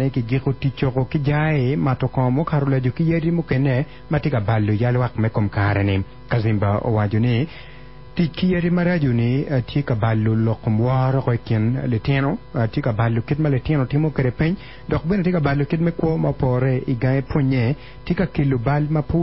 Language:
Acoli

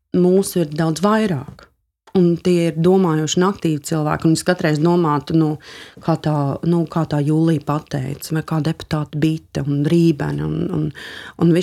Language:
Latvian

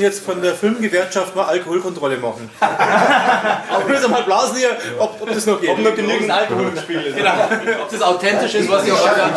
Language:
Bavarian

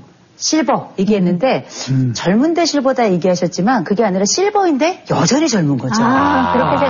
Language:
Korean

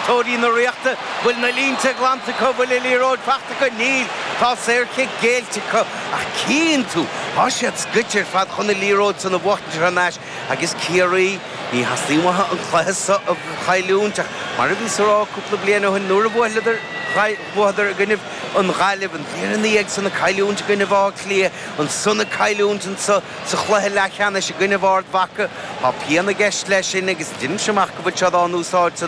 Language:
Irish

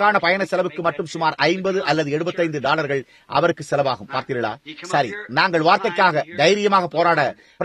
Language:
Tamil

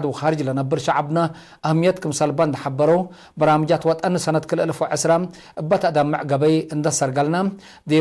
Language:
Tigre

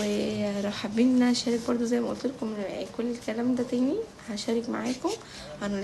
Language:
Egyptian Arabic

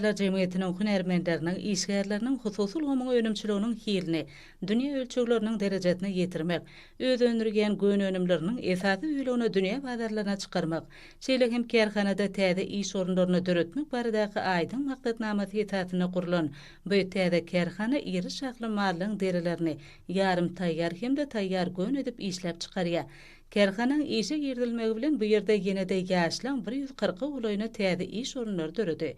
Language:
Turkmen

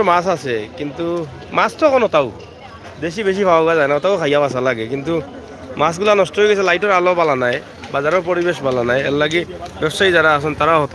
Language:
Sylheti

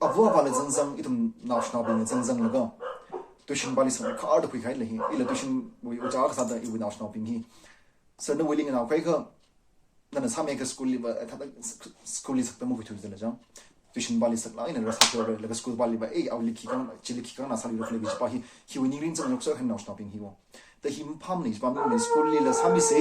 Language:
Tangkhul Naga (India)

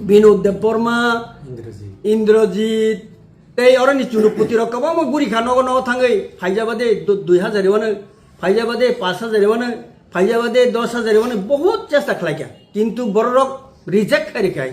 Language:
Kok Borok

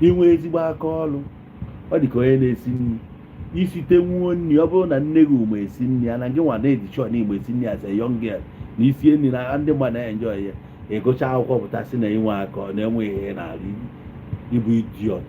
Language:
Igbo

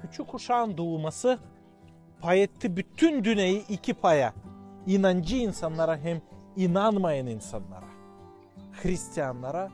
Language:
Gagauz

